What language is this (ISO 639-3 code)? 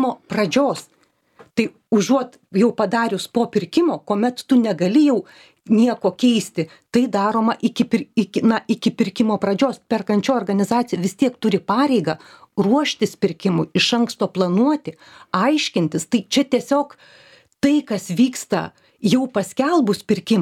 lit